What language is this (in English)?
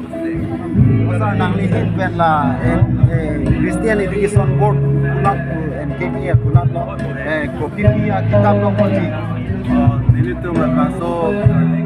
Karbi